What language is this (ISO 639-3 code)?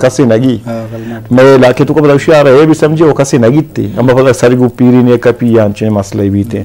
bgp